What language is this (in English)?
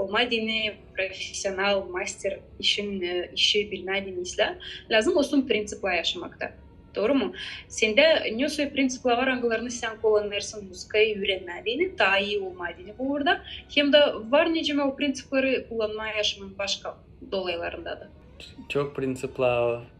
Gagauz